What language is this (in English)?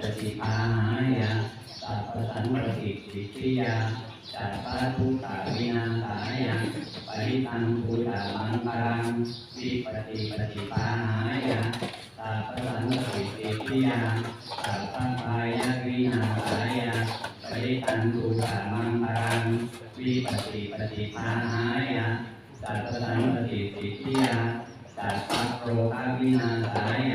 Pali